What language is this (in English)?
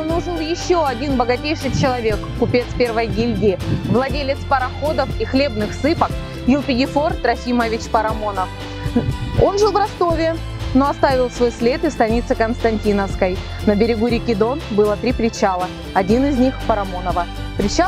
Russian